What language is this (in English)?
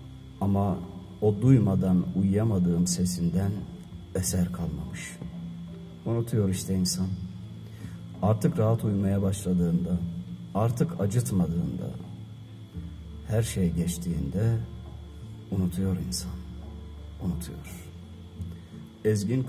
Turkish